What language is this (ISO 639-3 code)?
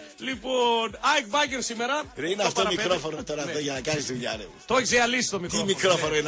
ell